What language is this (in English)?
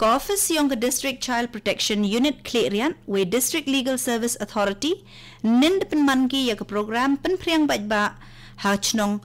Khasi